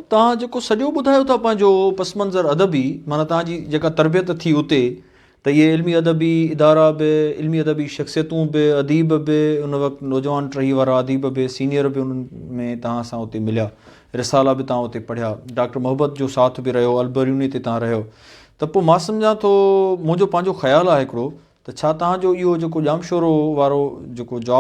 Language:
Sindhi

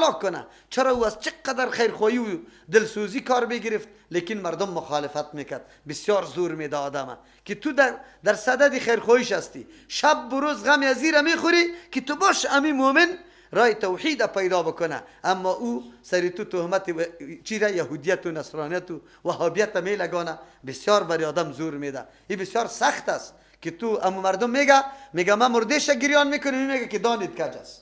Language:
Persian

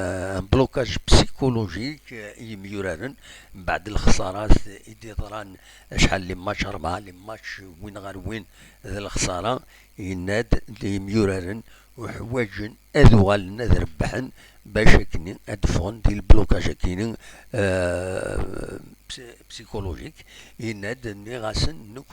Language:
Kabyle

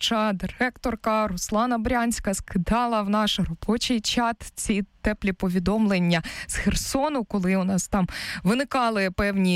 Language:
Ukrainian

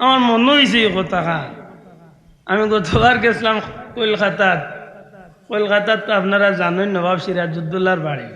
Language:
Sylheti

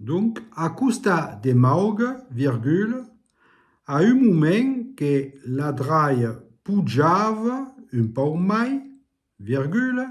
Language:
Occitan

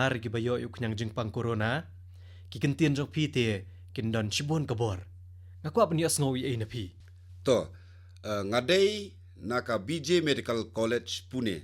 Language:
Khasi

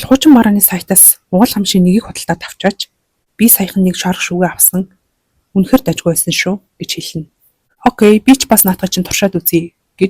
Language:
Mongolian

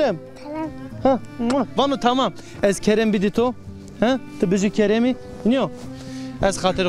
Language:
Zaza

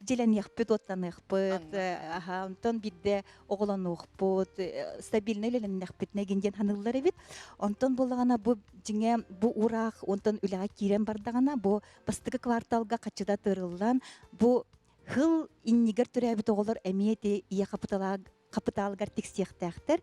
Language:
Yakut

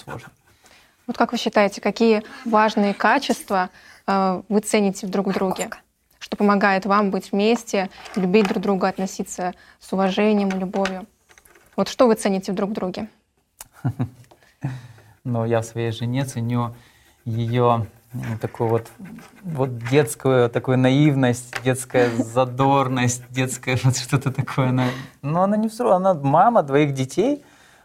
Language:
Russian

